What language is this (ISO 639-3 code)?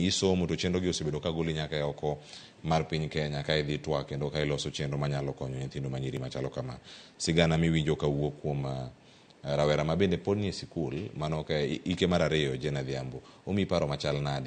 luo